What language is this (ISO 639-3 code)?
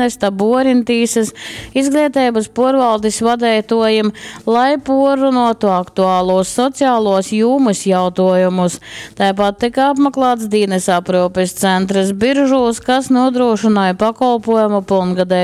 ltg